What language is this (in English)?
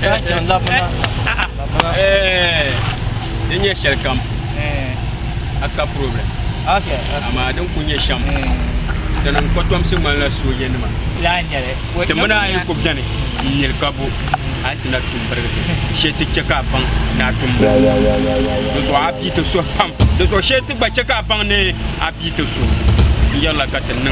Dagbani